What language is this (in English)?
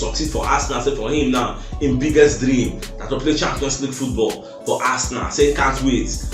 Nigerian Pidgin